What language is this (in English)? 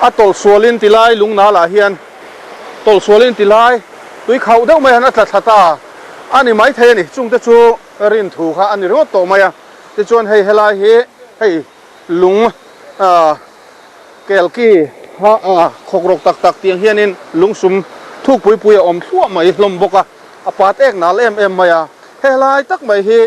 Mizo